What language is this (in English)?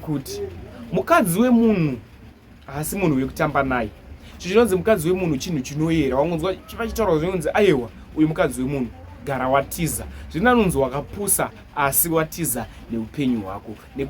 Shona